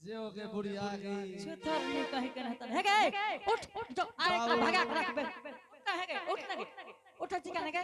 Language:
Angika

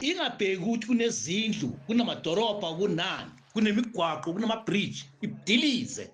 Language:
Zulu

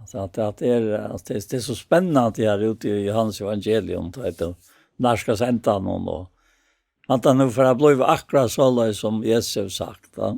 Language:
Faroese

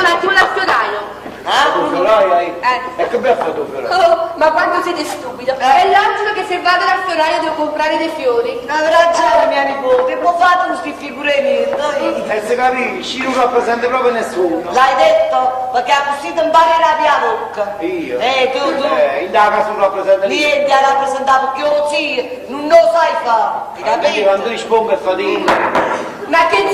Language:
Neapolitan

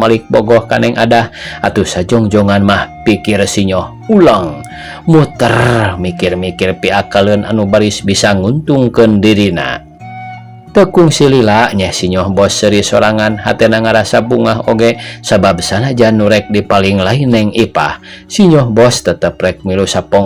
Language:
Sundanese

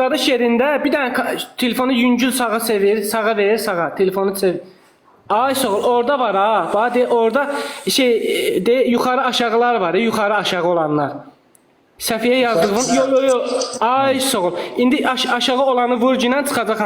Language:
Azerbaijani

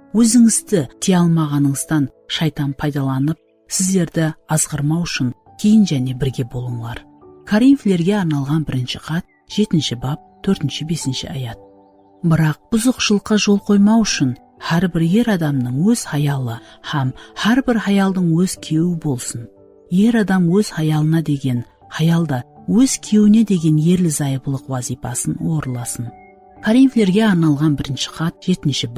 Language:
Kara-Kalpak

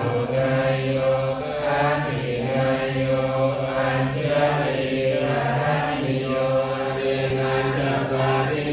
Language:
Pali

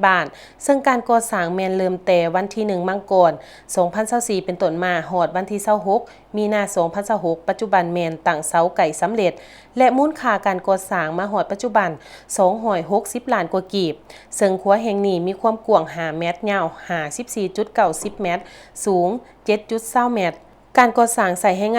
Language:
Lao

